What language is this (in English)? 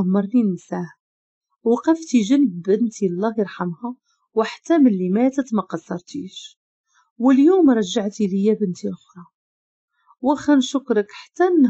Moroccan Arabic